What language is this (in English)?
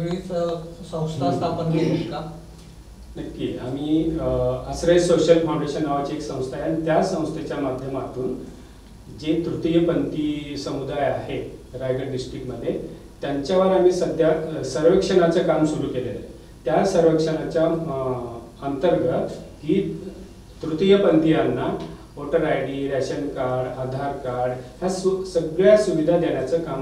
Marathi